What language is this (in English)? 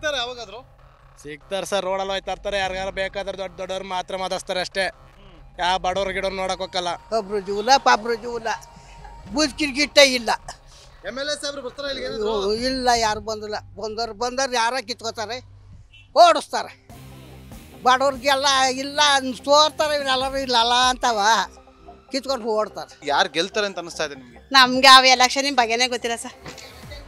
Kannada